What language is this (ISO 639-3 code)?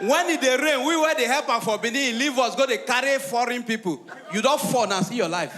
pcm